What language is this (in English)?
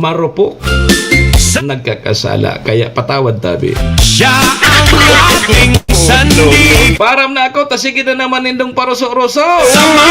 Bikol